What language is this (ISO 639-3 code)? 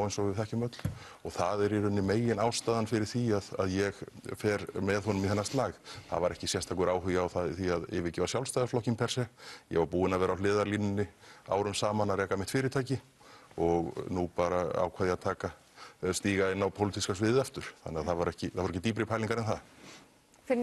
isl